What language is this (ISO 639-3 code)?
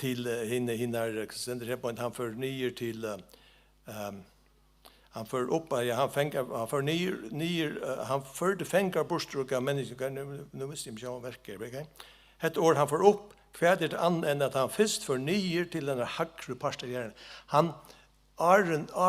fao